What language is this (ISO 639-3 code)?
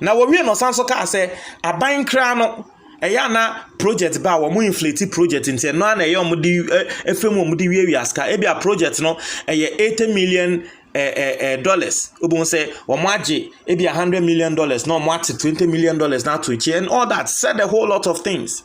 aka